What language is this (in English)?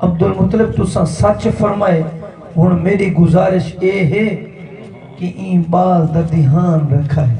Saraiki